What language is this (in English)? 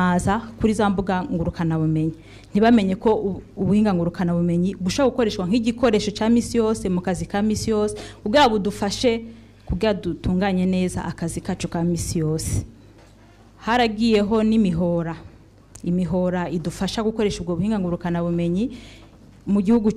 Rundi